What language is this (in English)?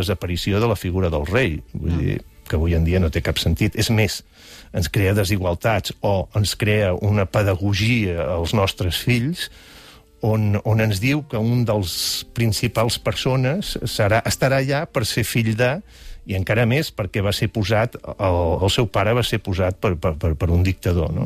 Catalan